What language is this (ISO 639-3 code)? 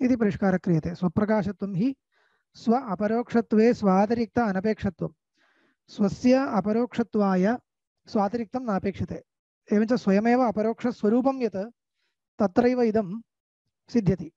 san